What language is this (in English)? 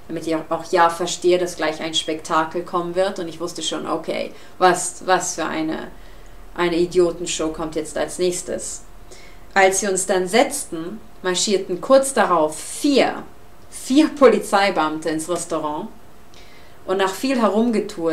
German